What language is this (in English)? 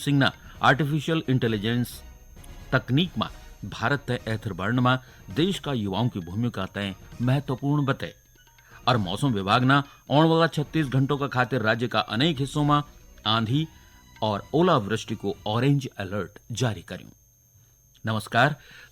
Garhwali